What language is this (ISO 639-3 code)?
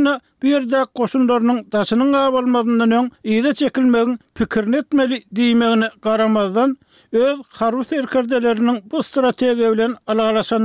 tuk